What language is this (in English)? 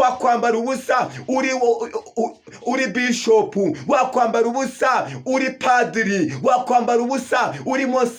Kinyarwanda